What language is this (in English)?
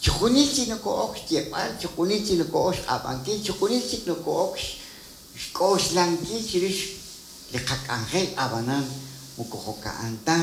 Kekchí